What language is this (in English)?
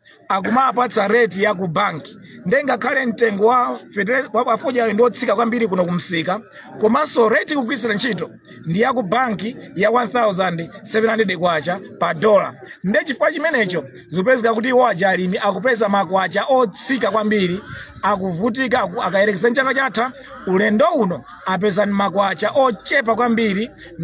Nyanja